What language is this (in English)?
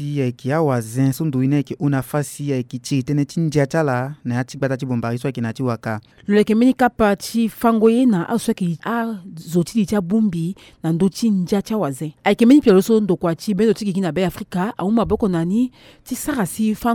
Sango